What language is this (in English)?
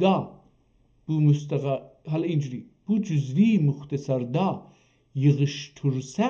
South Azerbaijani